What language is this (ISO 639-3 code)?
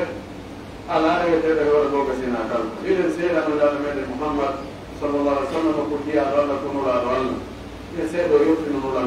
fuf